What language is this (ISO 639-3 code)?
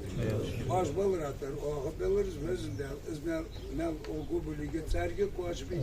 inh